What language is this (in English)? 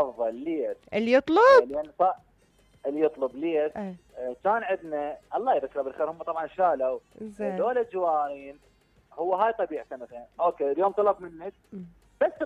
Mesopotamian Arabic